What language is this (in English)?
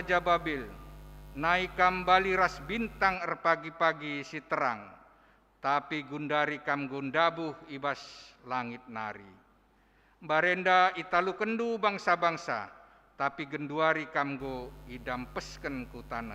Batak Karo